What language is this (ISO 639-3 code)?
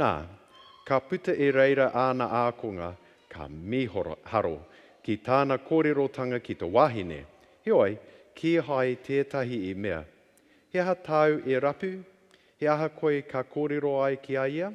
mri